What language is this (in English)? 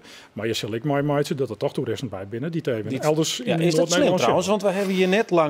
Western Frisian